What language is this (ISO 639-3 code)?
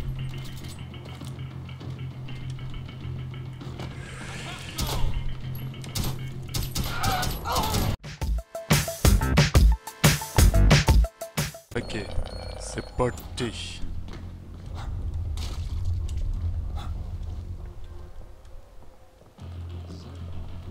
fra